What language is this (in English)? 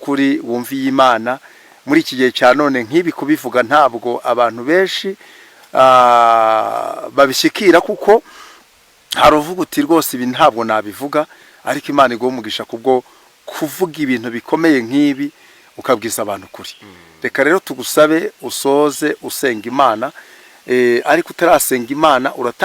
Kinyarwanda